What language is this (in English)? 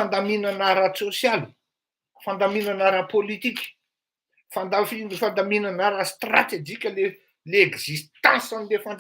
Malagasy